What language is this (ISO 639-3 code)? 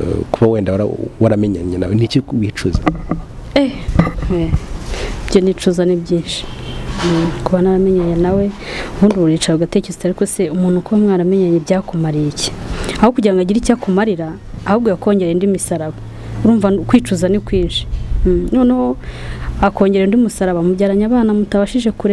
kin